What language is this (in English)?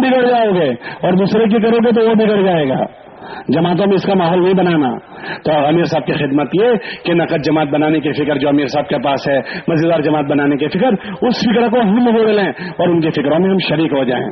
Urdu